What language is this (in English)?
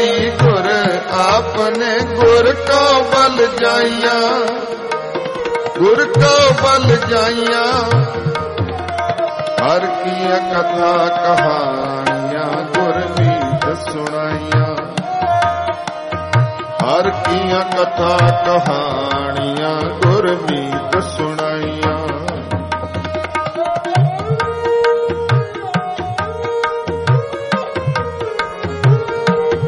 Punjabi